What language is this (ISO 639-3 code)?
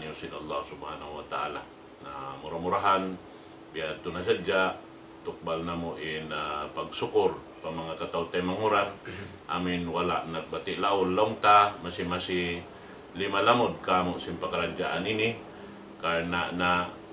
tsg